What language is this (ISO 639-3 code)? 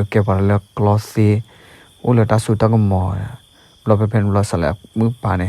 ksw